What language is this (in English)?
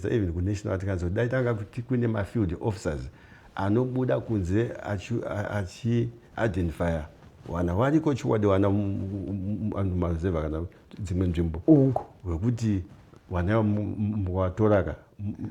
Shona